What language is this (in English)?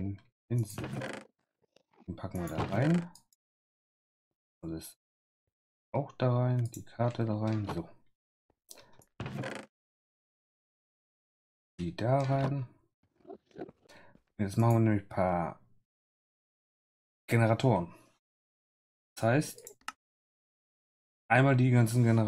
German